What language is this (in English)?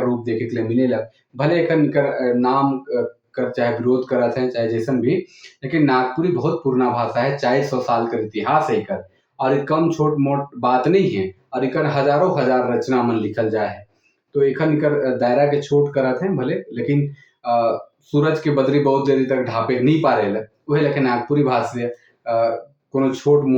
Sadri